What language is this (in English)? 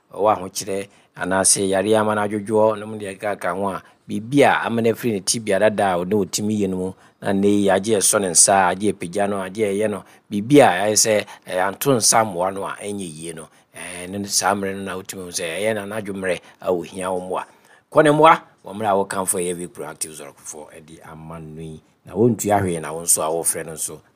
Akan